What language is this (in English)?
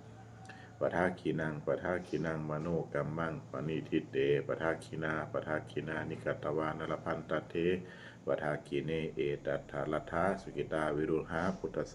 Pali